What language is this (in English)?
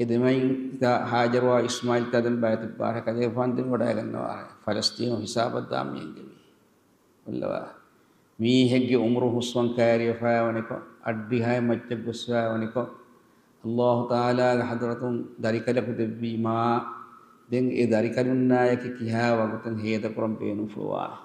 Divehi